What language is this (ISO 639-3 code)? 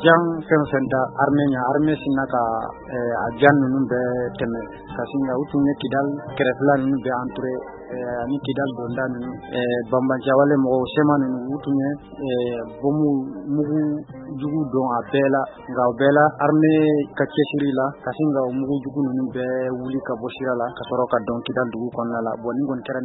bam